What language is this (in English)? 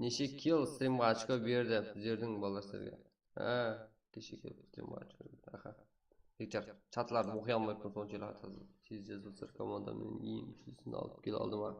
Kara-Kalpak